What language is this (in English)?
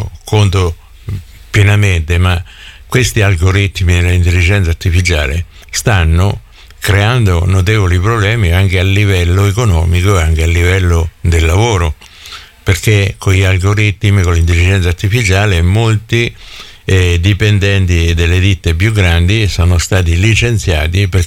Italian